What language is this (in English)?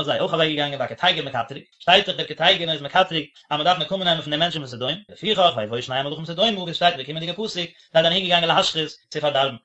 Yiddish